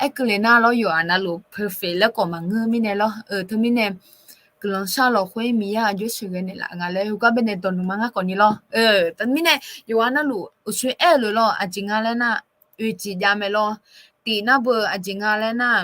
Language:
Akha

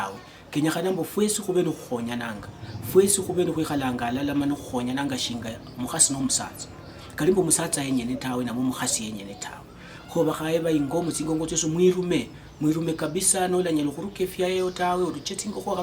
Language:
Luyia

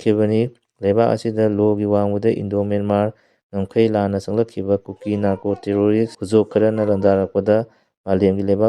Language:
Manipuri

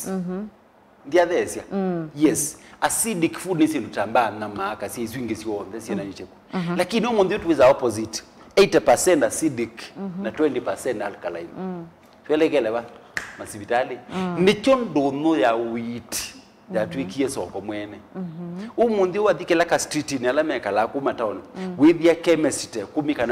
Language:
Kamba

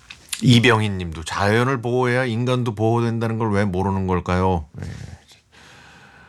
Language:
Korean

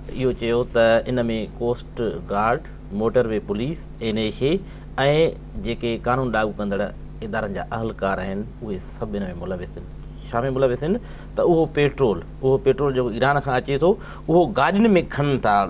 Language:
Sindhi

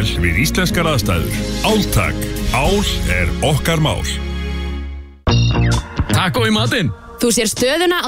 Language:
Icelandic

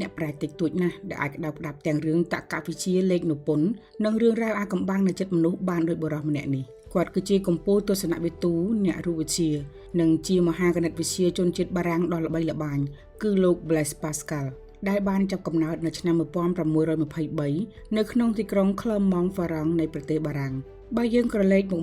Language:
Khmer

